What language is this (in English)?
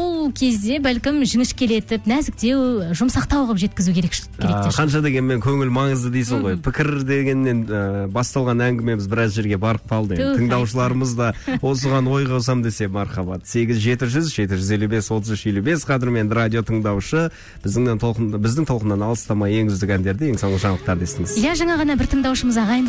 Kazakh